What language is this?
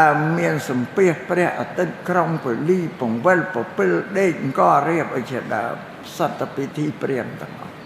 Khmer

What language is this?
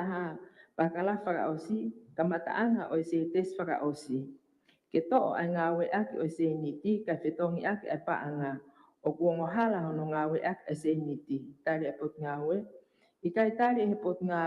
Tongan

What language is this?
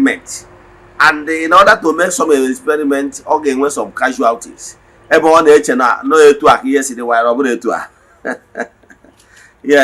Igbo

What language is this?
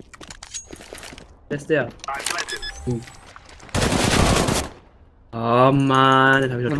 German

